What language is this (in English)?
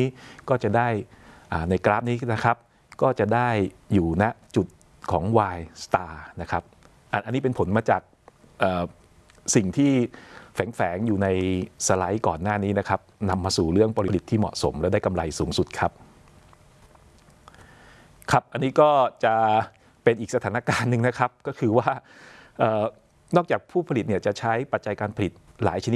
Thai